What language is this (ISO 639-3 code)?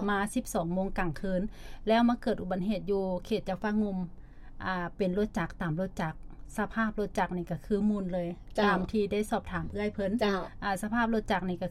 lao